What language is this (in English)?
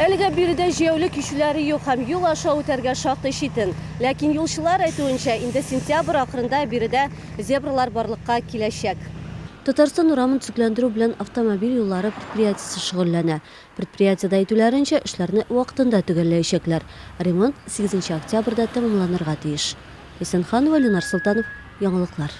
Tatar